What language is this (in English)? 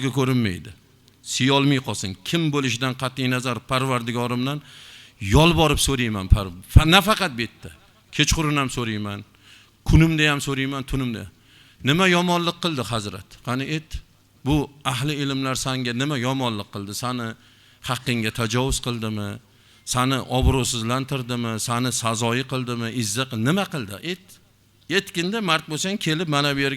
Uzbek